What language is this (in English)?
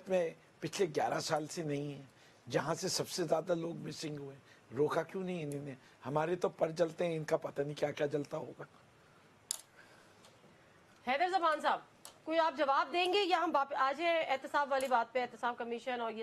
Urdu